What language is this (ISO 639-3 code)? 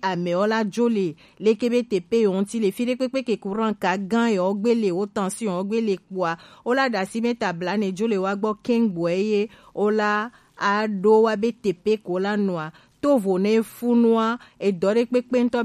gej